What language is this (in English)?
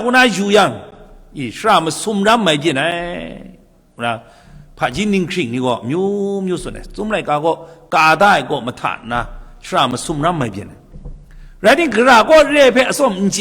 Kachin